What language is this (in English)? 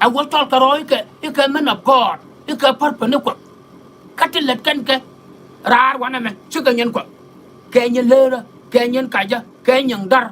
Nuer